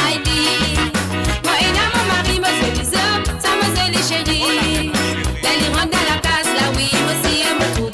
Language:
Morisyen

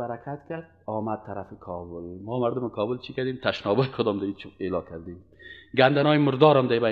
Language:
Persian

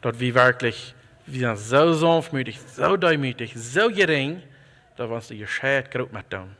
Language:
Plautdietsch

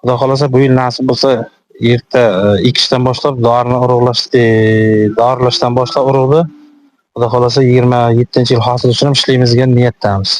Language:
Uzbek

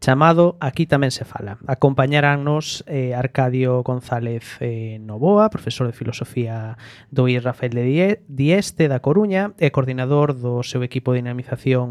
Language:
Galician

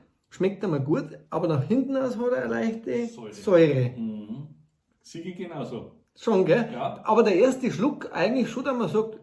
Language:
Bavarian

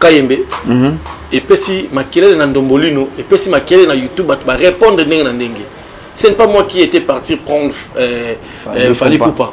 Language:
Lingala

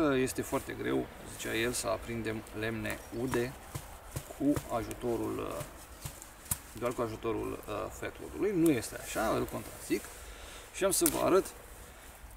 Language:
Romanian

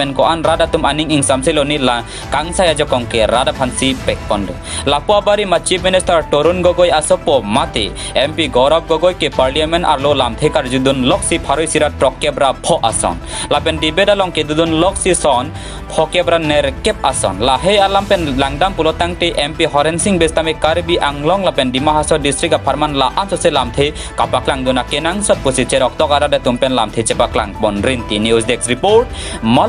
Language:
Karbi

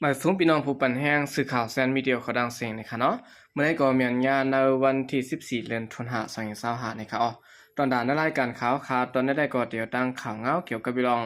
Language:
Shan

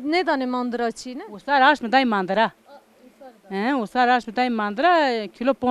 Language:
Zaza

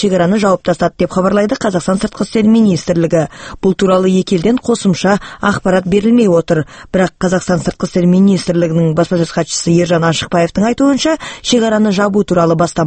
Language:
Kazakh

